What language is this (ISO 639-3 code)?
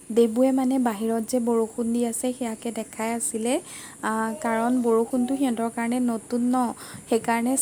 asm